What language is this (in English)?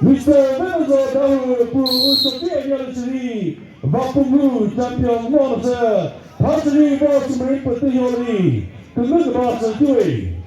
Chokri Naga